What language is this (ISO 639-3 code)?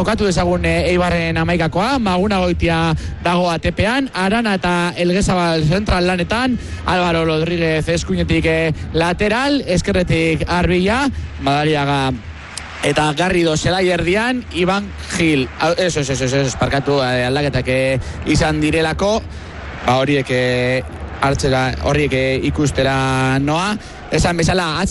eus